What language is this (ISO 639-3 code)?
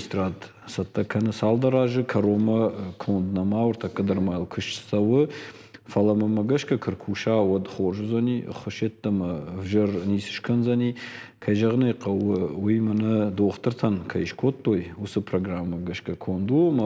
oss